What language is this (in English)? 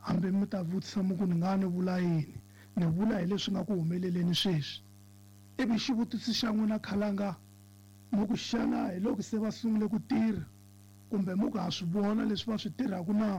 Tsonga